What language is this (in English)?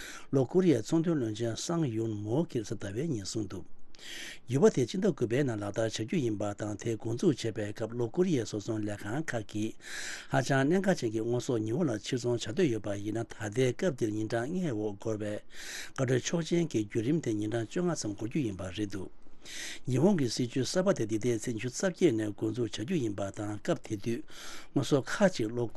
Tibetan